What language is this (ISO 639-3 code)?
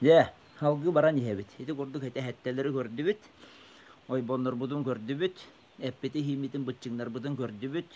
sah